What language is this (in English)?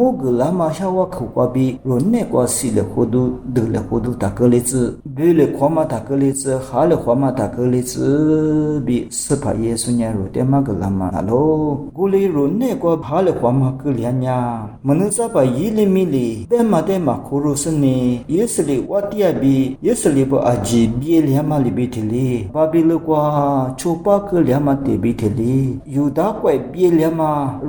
Lisu